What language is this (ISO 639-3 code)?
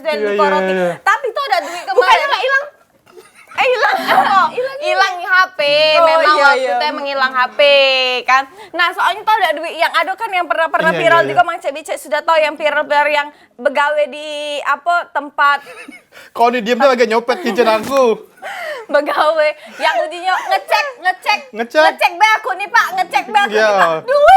mui